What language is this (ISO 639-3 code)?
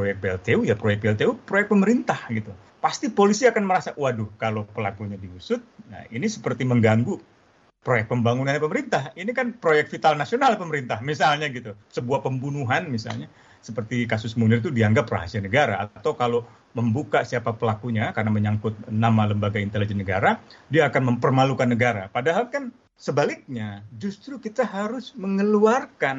ind